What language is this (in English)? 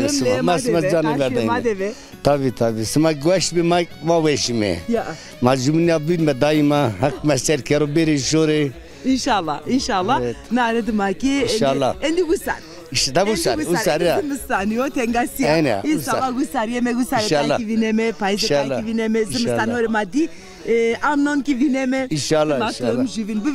Zaza